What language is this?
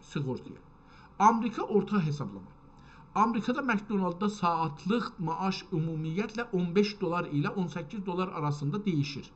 South Azerbaijani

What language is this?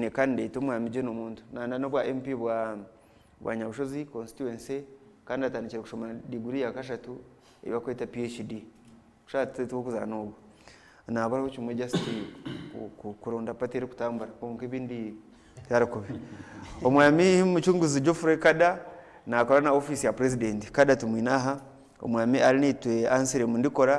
Nyankole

